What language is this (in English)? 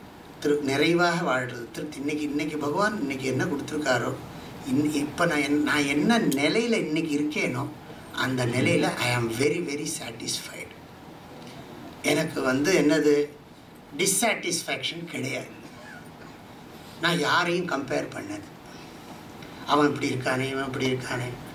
Tamil